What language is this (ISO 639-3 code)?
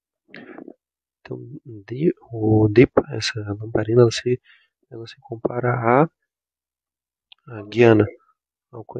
por